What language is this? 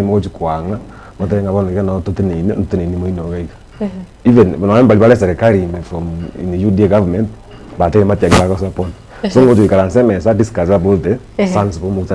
Gusii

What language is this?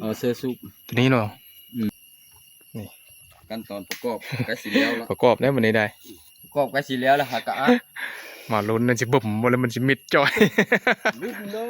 Northeastern Thai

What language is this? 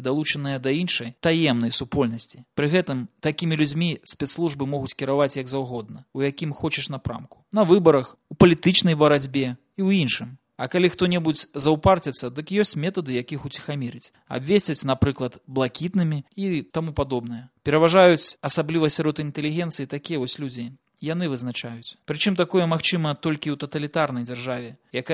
Belarusian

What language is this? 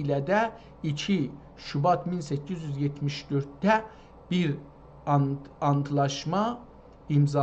South Azerbaijani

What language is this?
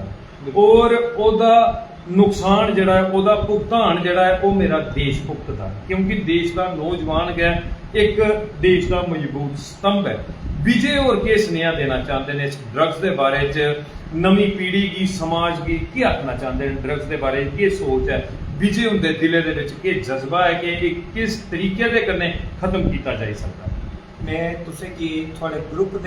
Dogri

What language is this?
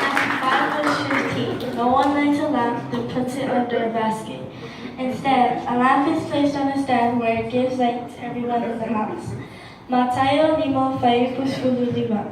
Samoan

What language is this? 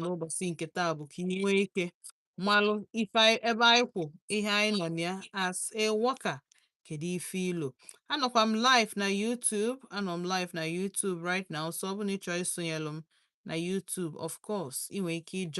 Igbo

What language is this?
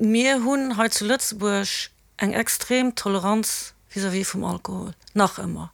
Luxembourgish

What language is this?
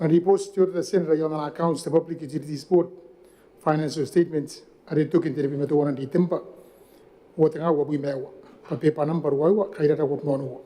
Gilbertese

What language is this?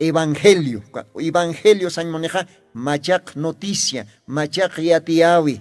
Aymara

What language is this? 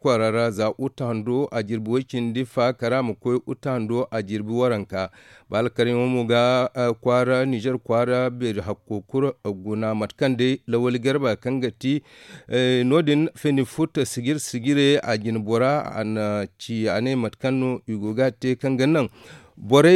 Zarma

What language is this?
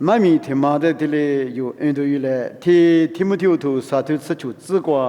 Lisu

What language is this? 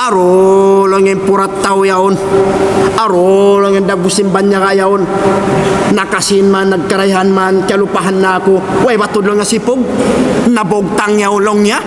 Tausug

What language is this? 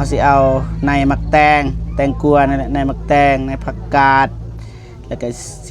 Lao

